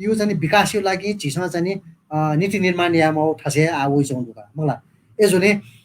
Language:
Newari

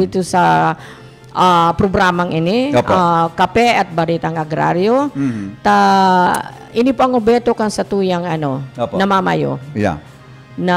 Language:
Bikol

